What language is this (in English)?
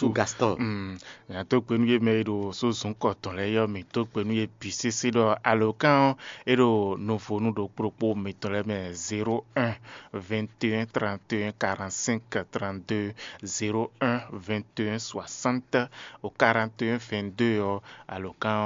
Fon